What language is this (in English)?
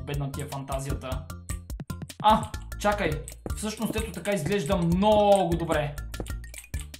Bulgarian